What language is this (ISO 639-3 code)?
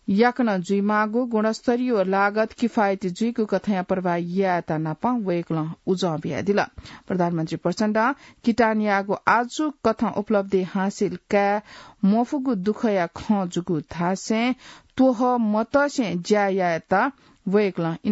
new